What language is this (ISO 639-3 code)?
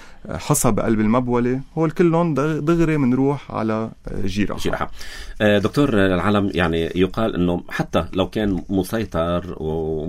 apc